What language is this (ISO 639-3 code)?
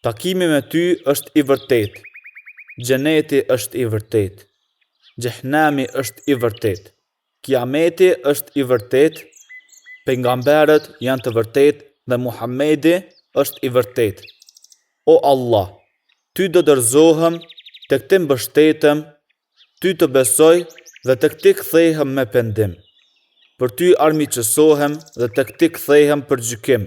sqi